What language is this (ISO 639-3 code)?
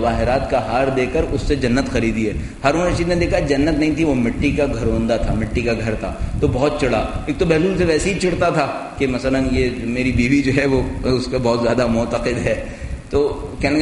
urd